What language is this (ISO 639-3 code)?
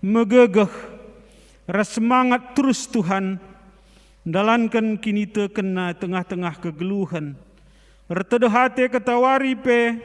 btx